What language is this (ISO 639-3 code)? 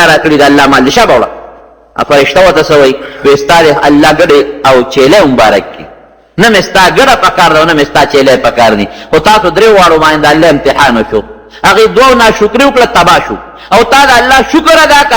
pus